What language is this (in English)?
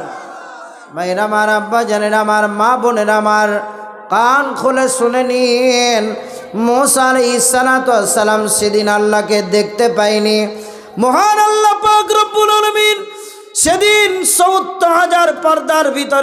Bangla